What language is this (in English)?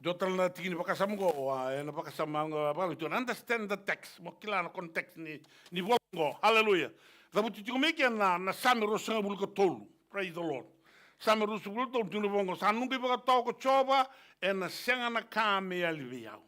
Fijian